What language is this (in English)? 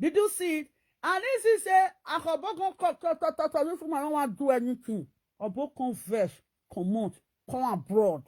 Nigerian Pidgin